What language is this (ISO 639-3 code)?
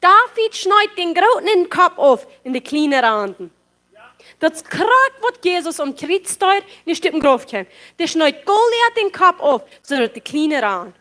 pdt